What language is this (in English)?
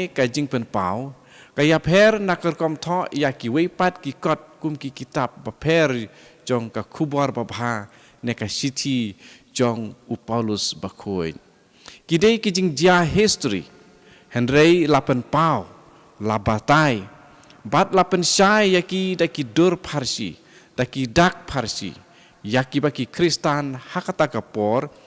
Khasi